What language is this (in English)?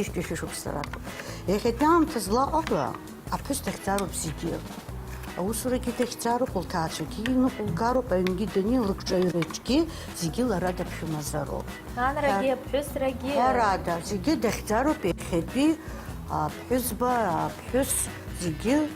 Abkhazian